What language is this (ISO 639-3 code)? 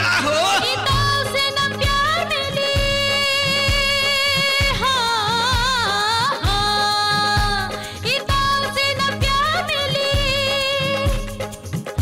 bho